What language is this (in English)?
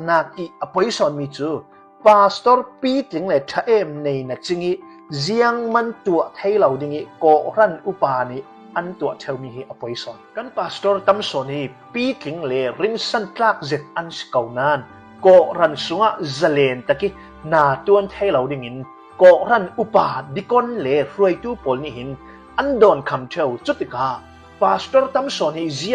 Hakha Chin